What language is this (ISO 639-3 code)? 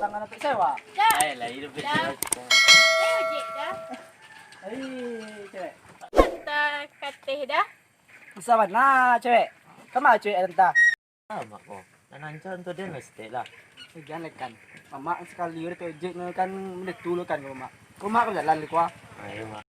min